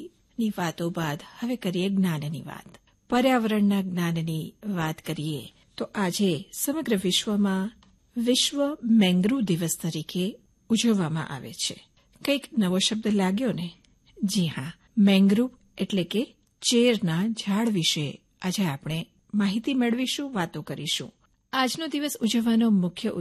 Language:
Gujarati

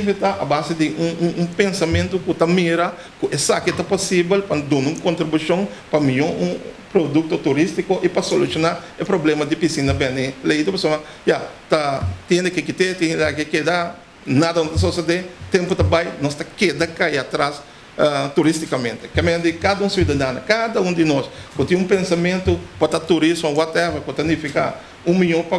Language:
Papiamento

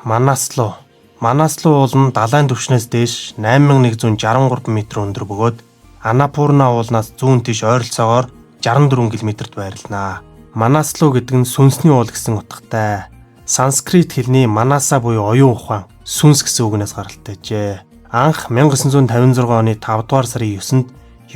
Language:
Mongolian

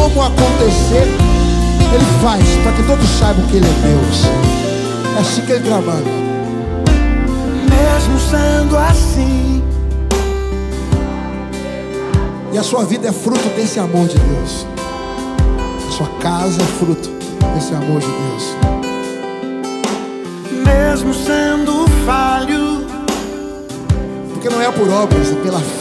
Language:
Portuguese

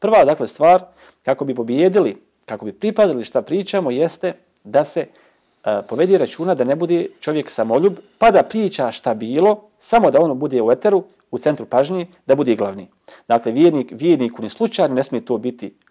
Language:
Bosnian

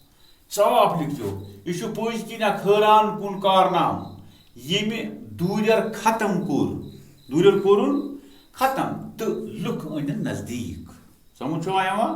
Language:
Kashmiri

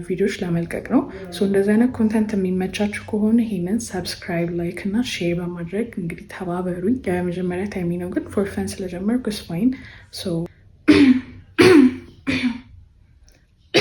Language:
Amharic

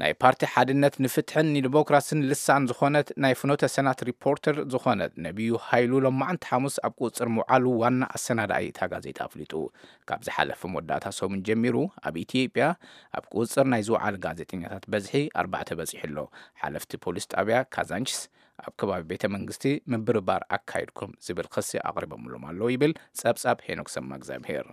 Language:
Tigrinya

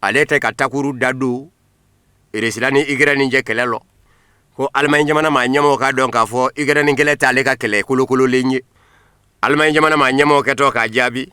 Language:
Bambara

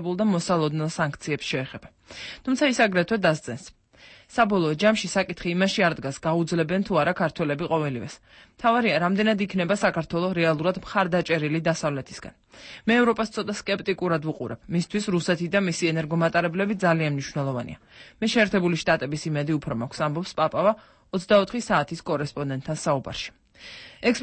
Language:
Georgian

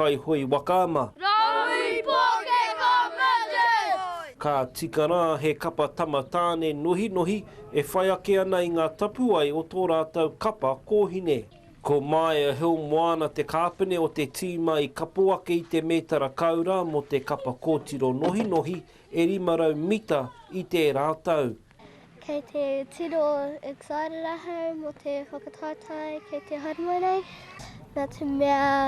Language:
Māori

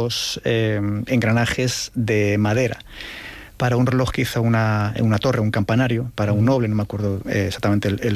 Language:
Spanish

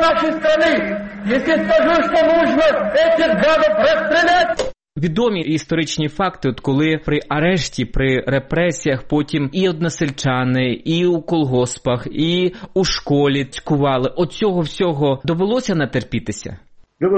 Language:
Ukrainian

